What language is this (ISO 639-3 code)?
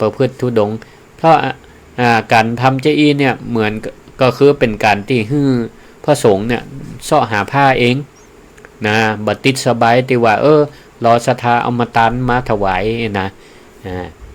nod